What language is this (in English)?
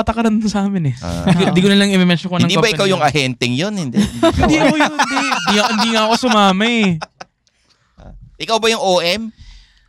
Filipino